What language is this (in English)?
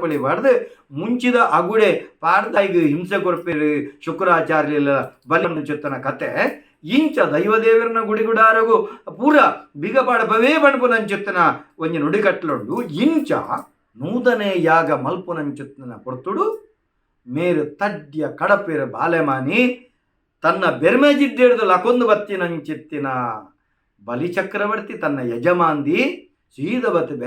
Tulu